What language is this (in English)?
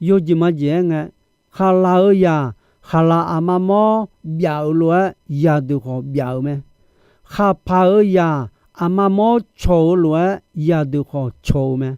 Akha